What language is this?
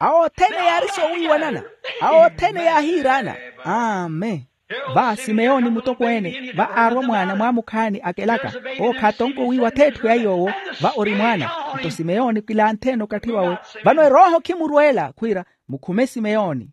Makhuwa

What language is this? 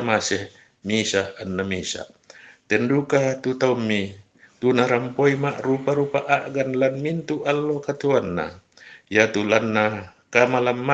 Toraja-Sa'dan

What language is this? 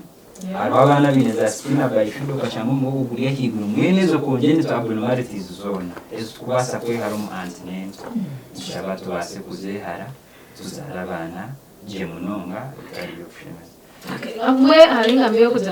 Nyankole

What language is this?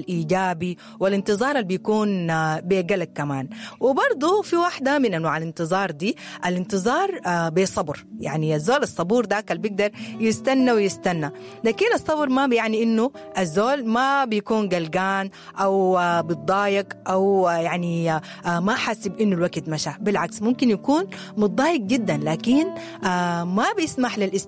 Sudanese Arabic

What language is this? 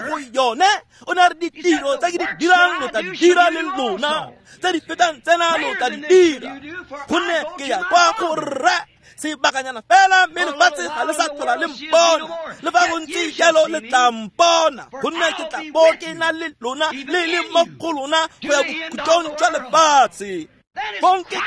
Tswana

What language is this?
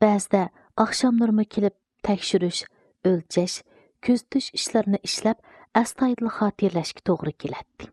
Uyghur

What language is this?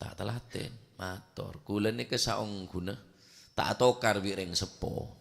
Madurese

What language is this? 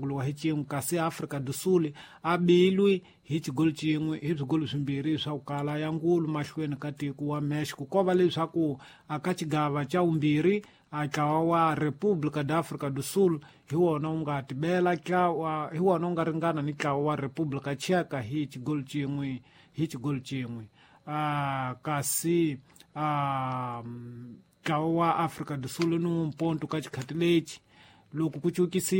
Tsonga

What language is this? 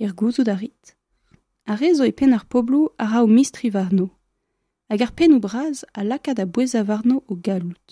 Breton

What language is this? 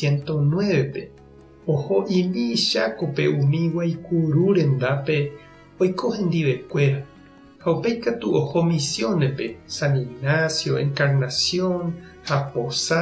Guarani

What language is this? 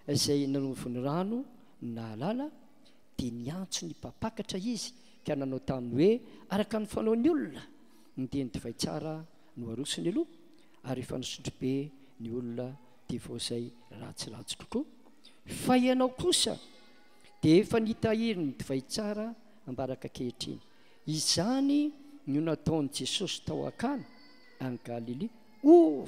Malagasy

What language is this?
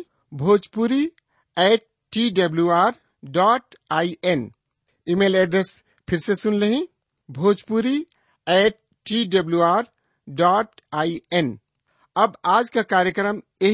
Bhojpuri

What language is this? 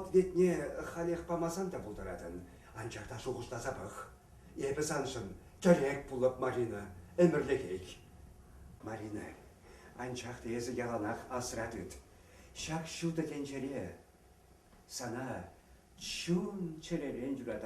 Chuvash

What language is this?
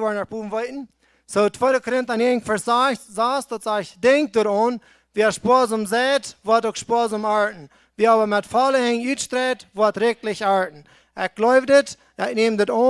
Plautdietsch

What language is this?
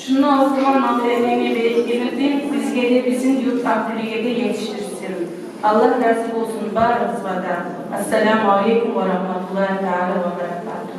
Kumyk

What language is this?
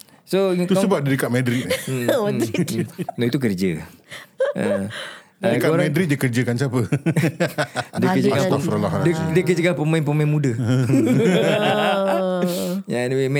Malay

